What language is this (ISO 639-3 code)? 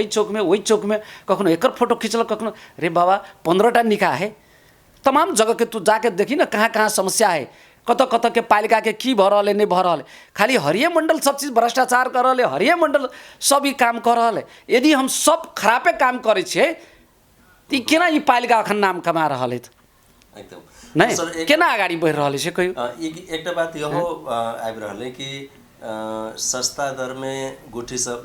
mai